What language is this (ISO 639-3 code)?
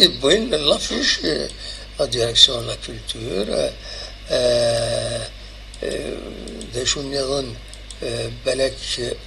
kab